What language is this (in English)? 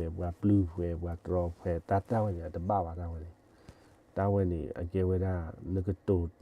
S'gaw Karen